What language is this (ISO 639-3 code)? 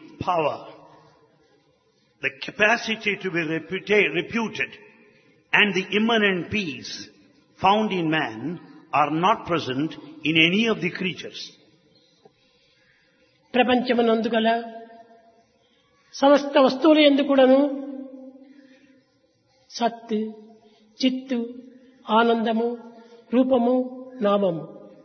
tel